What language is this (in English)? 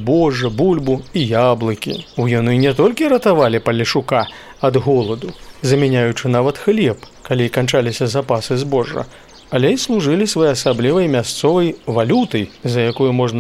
Belarusian